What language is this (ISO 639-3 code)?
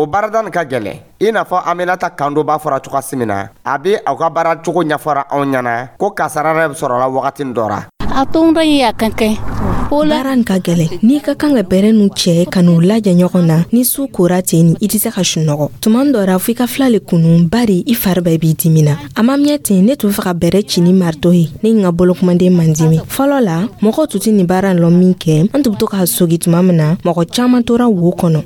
dyu